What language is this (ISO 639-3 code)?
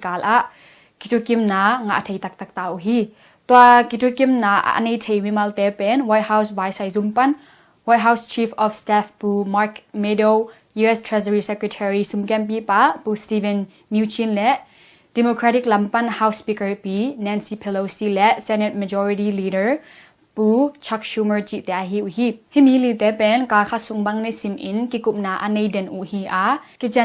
ctd